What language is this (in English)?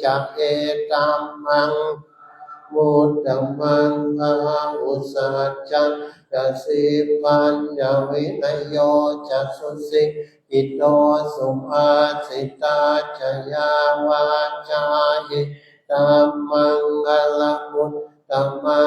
Pali